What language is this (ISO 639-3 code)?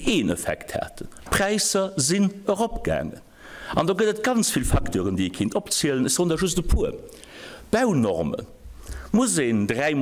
ltz